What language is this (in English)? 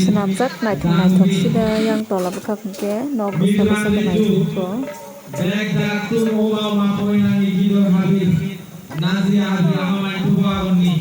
Kok Borok